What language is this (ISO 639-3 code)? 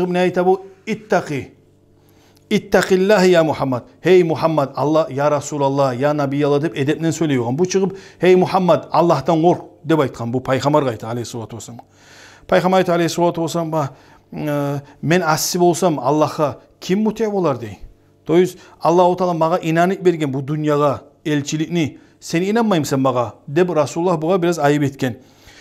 kum